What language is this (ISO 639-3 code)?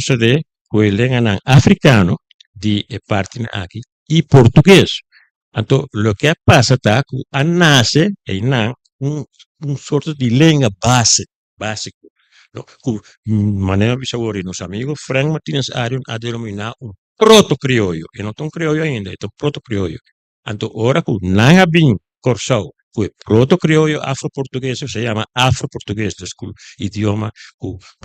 pap